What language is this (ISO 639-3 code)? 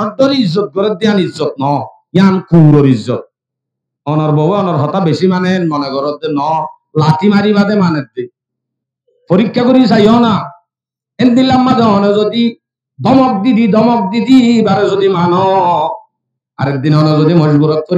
rhg